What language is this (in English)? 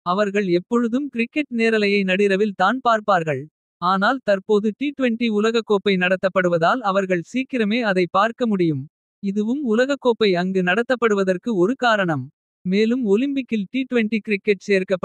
Tamil